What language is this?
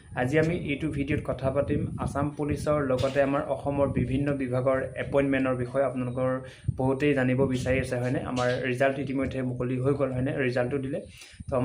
Assamese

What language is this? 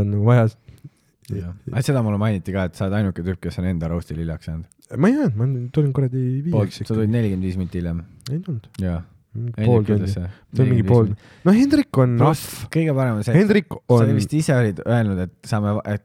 Estonian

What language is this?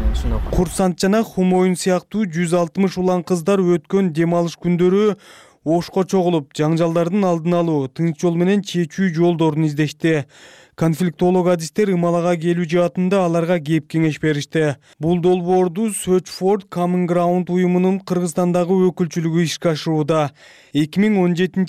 Kyrgyz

